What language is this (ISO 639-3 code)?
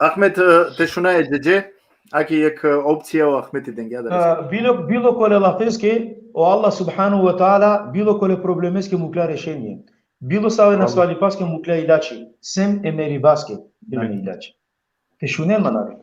rmn